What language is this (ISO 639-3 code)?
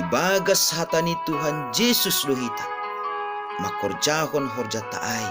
bts